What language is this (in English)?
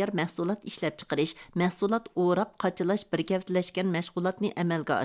Uyghur